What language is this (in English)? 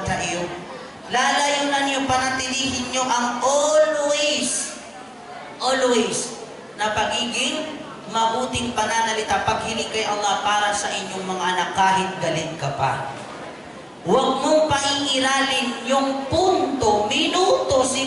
Maranao